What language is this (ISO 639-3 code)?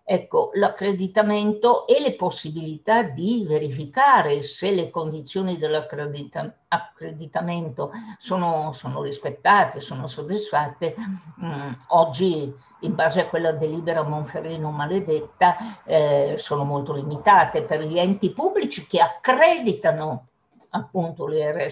ita